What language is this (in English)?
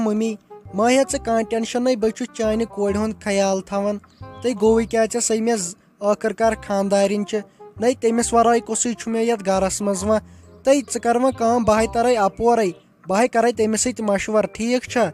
Kashmiri